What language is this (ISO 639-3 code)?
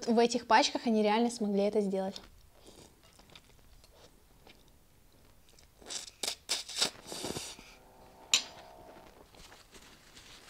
rus